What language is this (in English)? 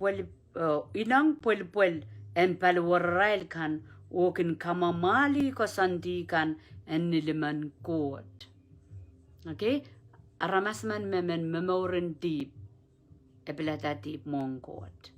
Pohnpeian